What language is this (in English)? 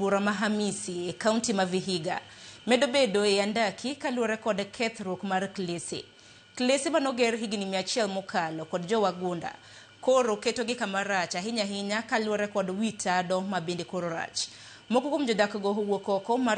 Luo (Kenya and Tanzania)